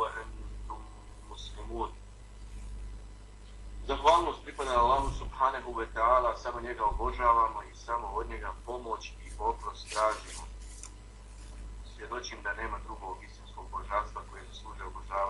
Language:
Bosnian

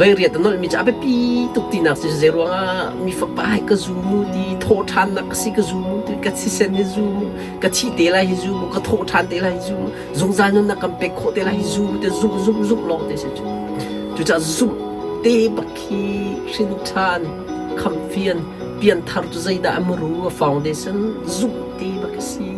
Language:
Hakha Chin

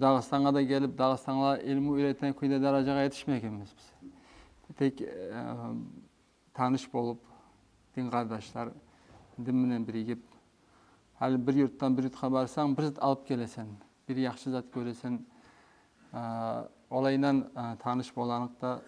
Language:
Kumyk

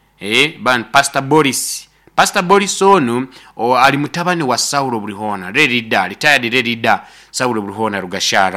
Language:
Nyoro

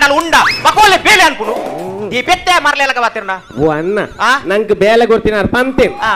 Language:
Tulu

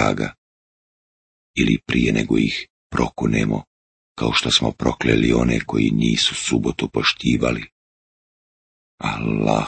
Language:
Bosnian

